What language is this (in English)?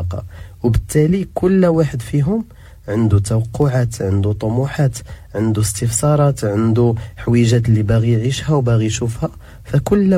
Moroccan Arabic